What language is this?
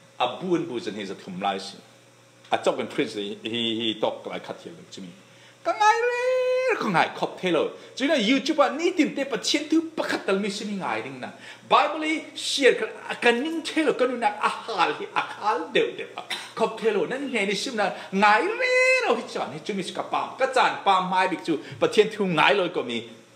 Falam Chin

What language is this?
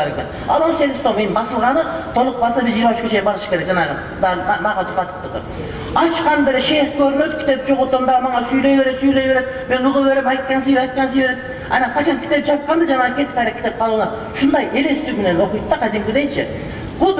Kyrgyz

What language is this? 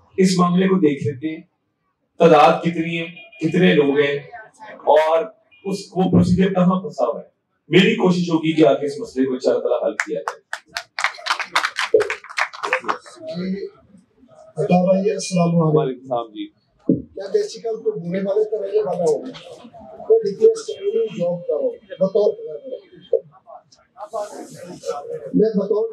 Urdu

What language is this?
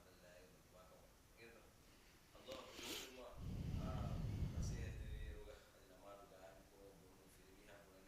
Divehi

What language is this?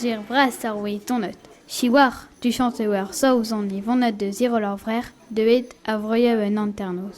Breton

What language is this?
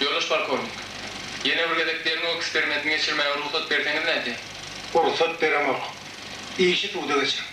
Turkmen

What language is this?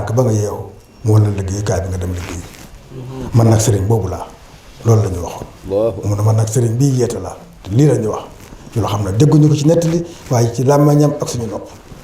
Wolof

